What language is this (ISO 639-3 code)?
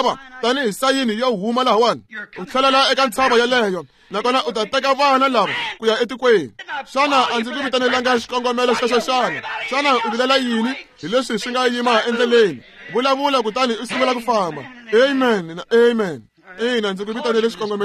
tso